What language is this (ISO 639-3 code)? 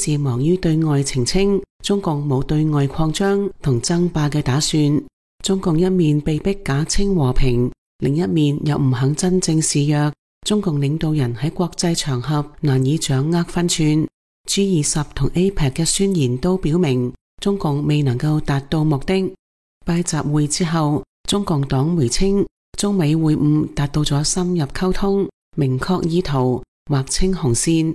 yue